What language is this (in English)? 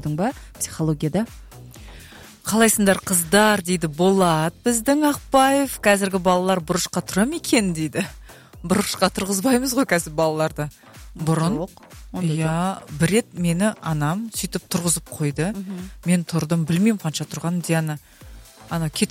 Kazakh